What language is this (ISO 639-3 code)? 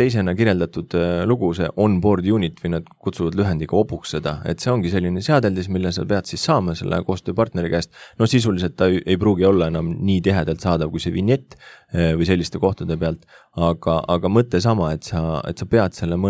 est